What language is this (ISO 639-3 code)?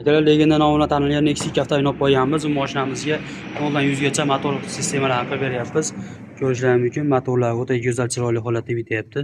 uzb